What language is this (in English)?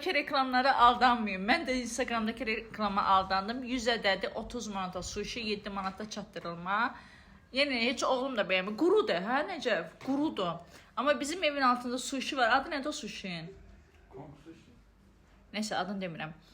Azerbaijani